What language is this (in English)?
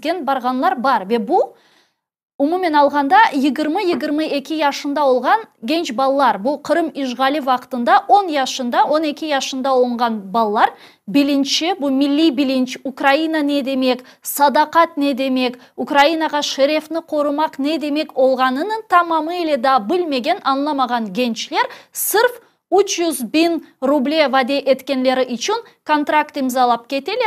Crimean Tatar